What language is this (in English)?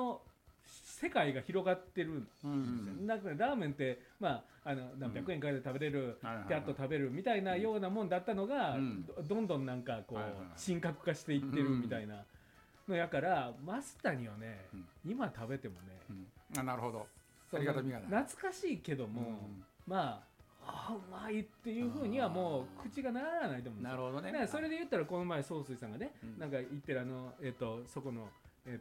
Japanese